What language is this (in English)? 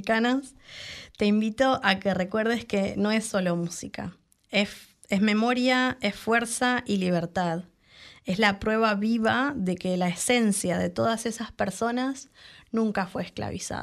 Spanish